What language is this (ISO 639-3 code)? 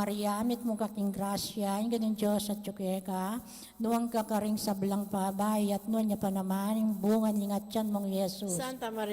pam